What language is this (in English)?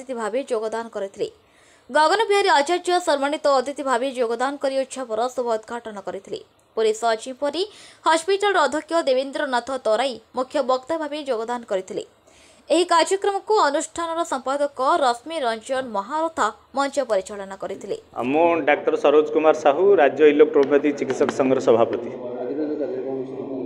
Odia